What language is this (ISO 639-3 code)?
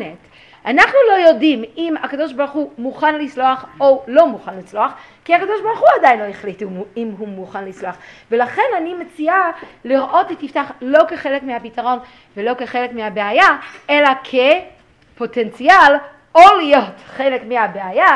heb